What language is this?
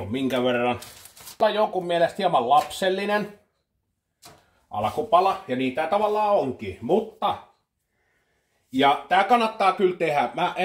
Finnish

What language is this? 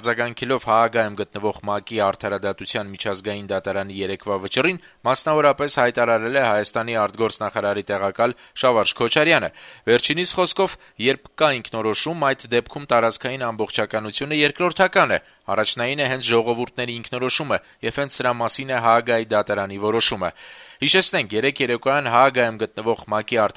Armenian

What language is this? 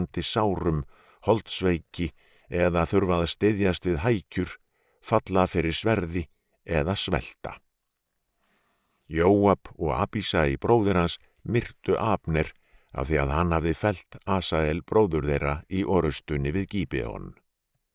Icelandic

